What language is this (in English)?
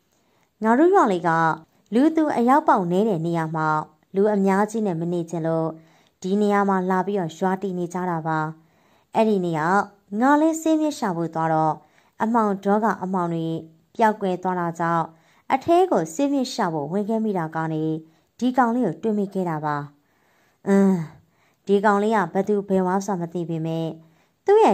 Burmese